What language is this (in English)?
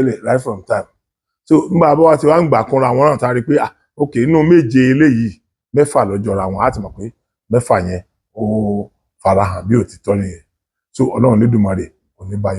Yoruba